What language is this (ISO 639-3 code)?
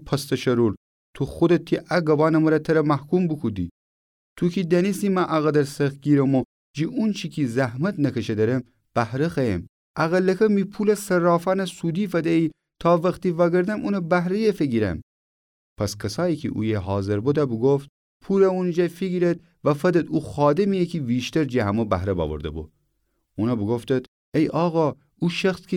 glk